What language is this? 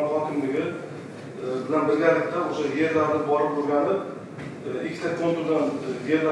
Uzbek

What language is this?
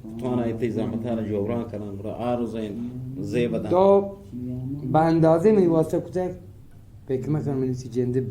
Eastern Balochi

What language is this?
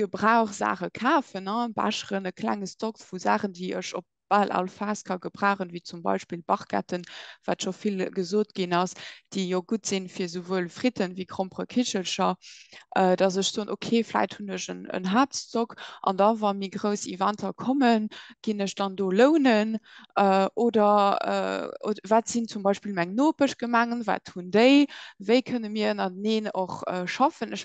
Luxembourgish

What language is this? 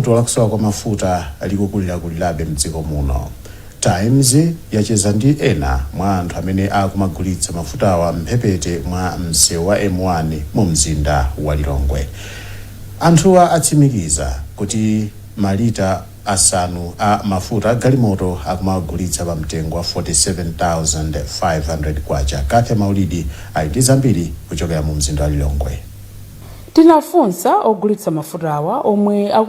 Nyanja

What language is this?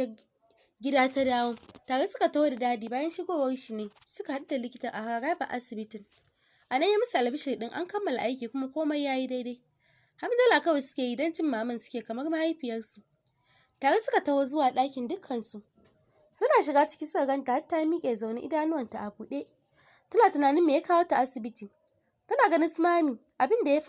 Hausa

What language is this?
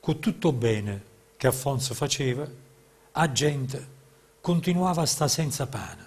Neapolitan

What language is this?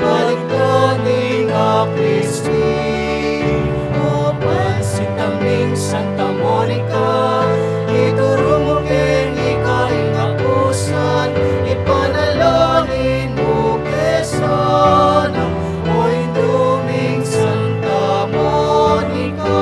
Pampanga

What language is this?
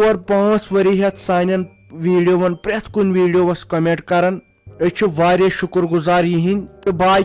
Kashmiri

